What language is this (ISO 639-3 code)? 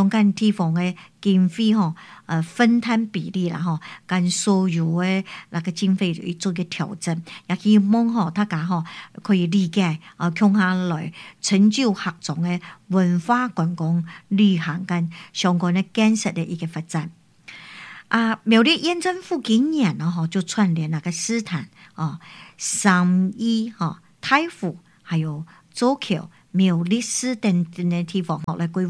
nan